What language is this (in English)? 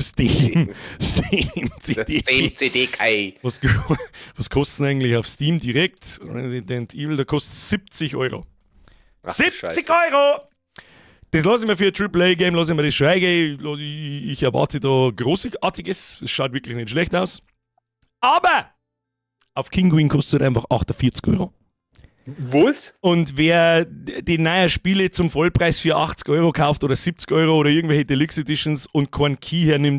Bavarian